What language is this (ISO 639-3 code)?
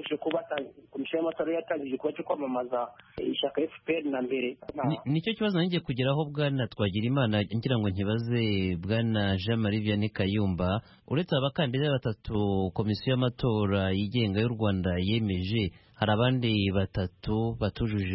kin